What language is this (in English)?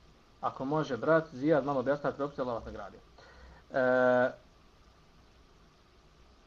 Bosnian